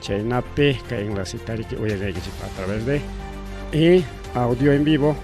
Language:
Ayacucho Quechua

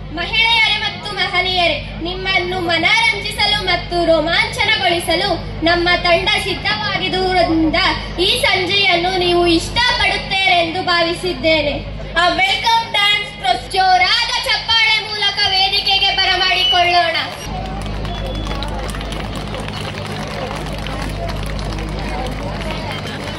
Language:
Kannada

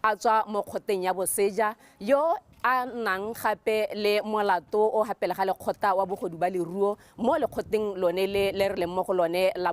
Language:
Tswana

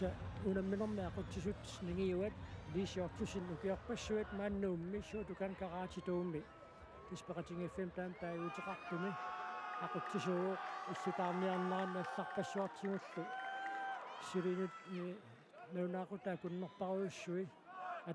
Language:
Kalaallisut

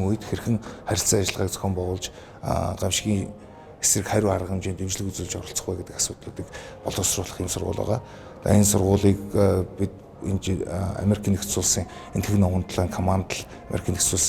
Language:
Mongolian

